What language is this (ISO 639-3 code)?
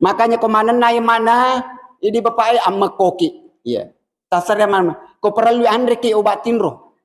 bug